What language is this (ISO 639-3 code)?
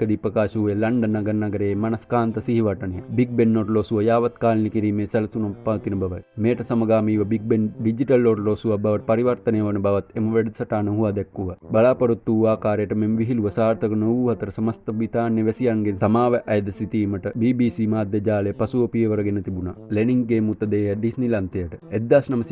sin